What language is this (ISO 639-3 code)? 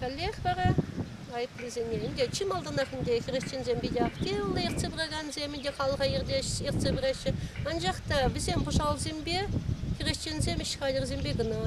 chv